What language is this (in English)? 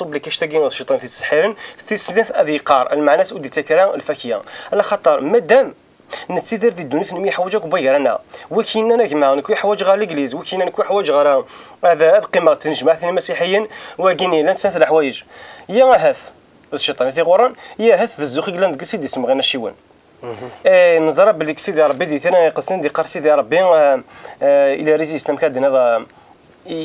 Kabyle